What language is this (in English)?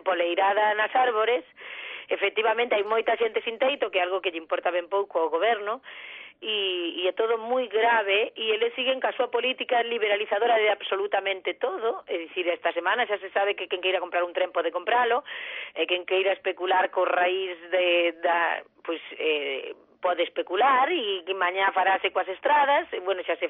Galician